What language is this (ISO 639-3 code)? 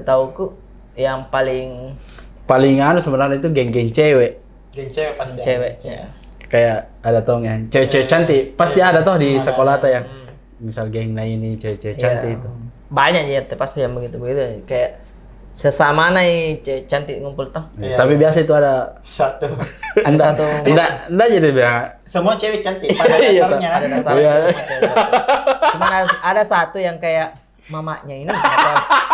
mfp